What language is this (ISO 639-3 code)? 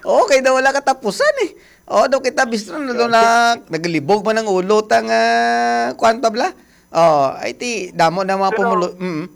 hil